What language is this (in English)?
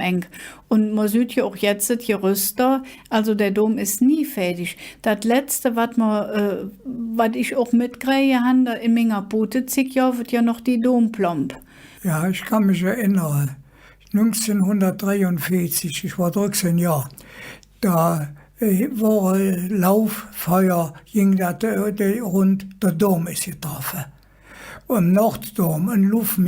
Colognian